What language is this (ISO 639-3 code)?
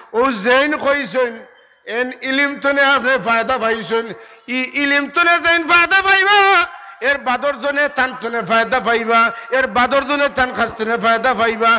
syl